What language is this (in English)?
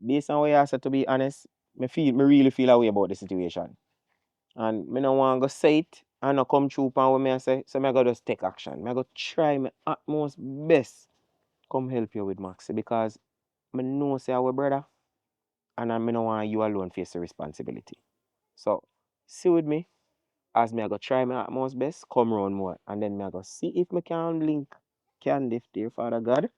Jamaican Creole English